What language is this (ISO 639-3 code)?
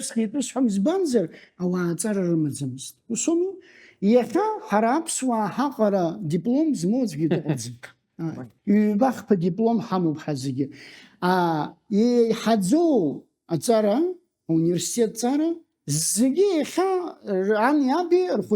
abk